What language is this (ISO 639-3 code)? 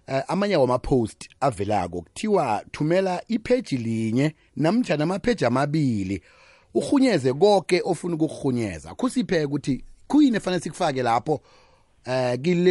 nbl